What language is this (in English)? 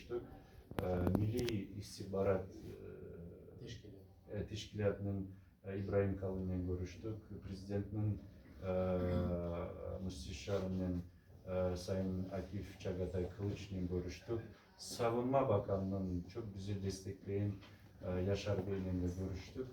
Crimean Tatar